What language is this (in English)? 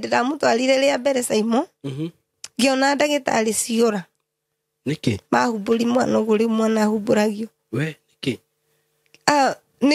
Kikuyu